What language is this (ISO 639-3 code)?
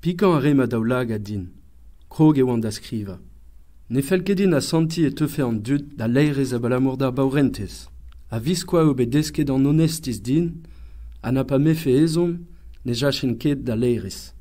bre